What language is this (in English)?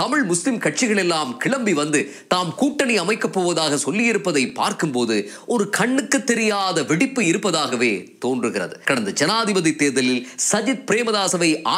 Tamil